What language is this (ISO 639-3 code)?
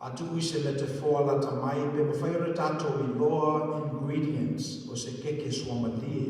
smo